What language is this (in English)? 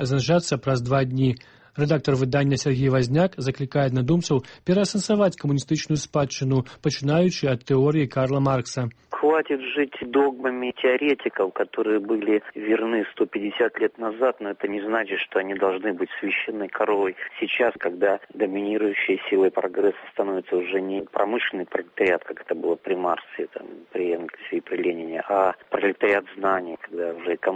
Belarusian